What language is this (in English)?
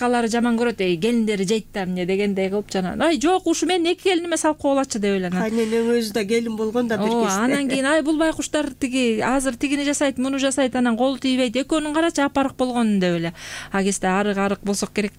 Kyrgyz